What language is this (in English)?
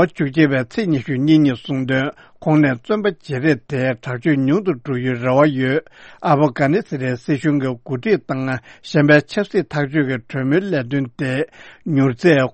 Tibetan